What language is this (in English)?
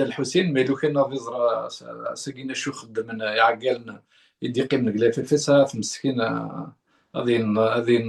Kabyle